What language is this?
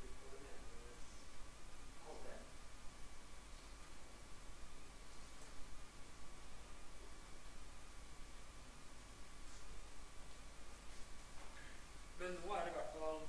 Norwegian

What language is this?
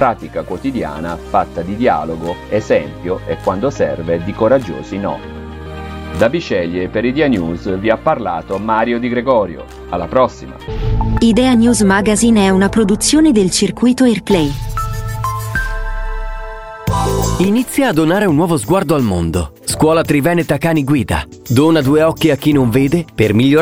Italian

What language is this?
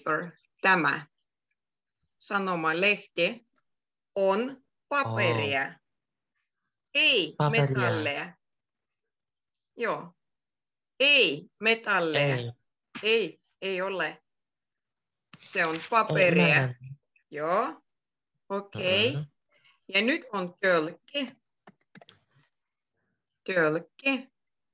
Finnish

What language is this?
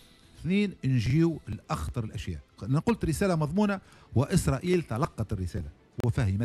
Tunisian Arabic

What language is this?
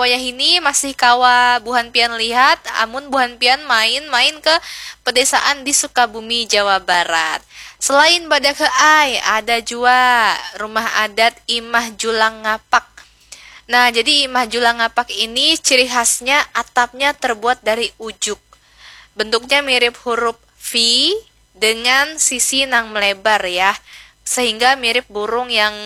Banjar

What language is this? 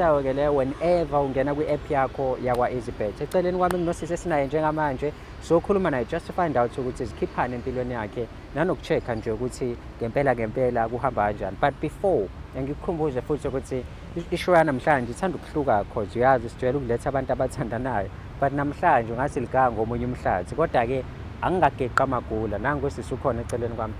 Zulu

